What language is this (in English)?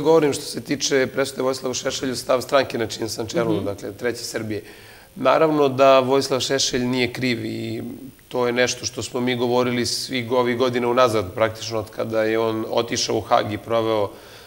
Serbian